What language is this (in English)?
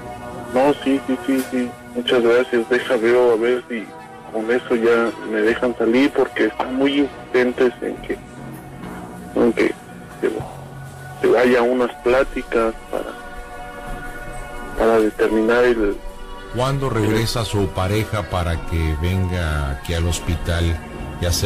Spanish